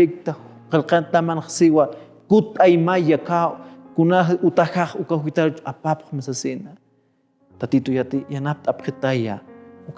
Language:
Aymara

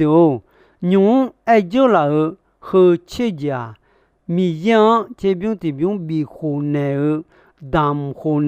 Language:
Akha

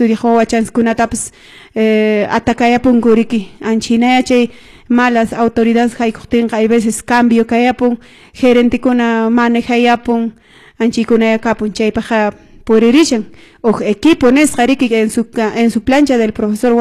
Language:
Quechua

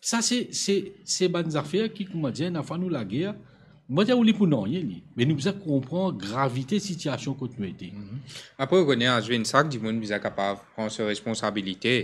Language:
Morisyen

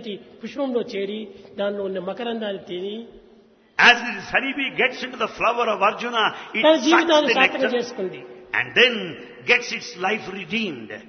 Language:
Telugu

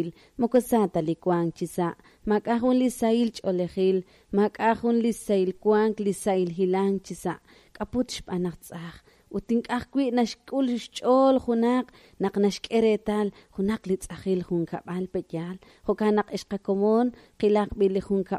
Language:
Kekchí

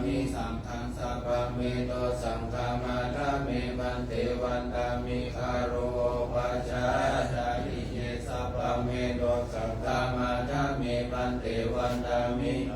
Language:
Pali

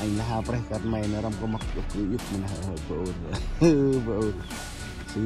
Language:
Central Mnong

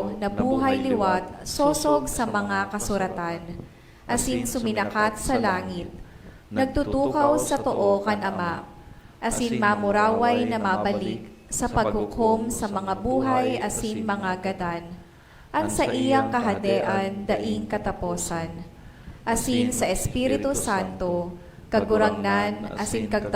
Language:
Bikol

